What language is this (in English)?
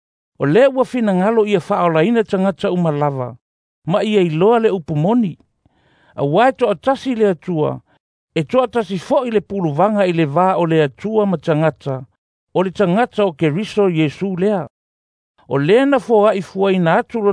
Samoan